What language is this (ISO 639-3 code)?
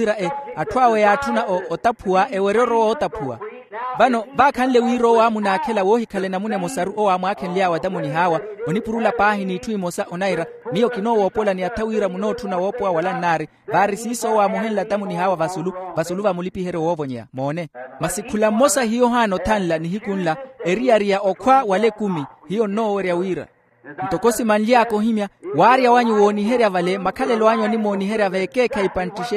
vmw